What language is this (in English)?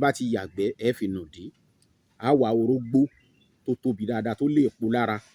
Yoruba